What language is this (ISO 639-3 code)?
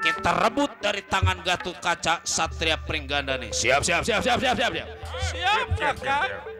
bew